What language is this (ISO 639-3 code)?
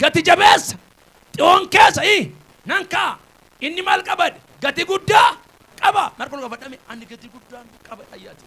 orm